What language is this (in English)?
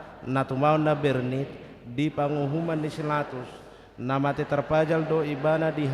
Batak Toba